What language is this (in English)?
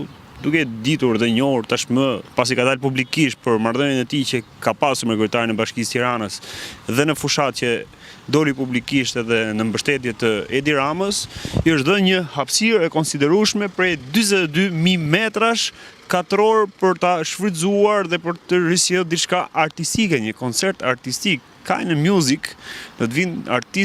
Albanian